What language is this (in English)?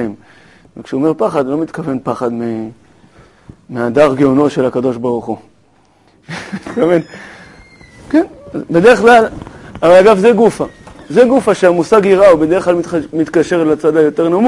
Hebrew